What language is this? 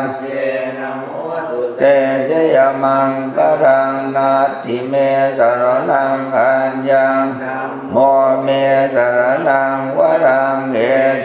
Pali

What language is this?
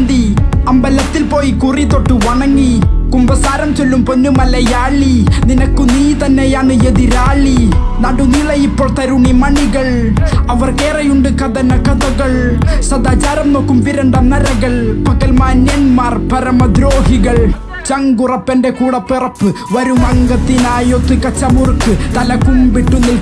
Malayalam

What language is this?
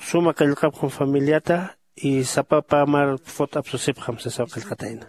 Aymara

